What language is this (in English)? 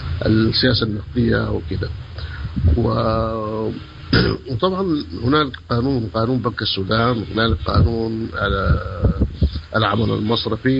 Sudanese Arabic